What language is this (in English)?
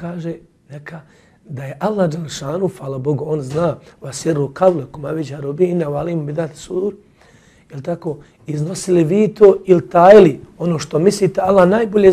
Bosnian